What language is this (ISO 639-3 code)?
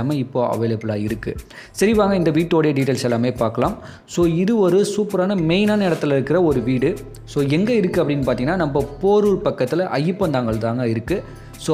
tam